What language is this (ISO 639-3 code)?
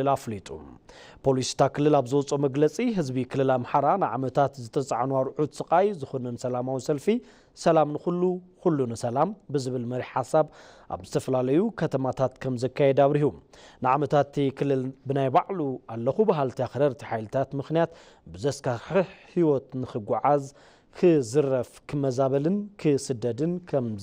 tir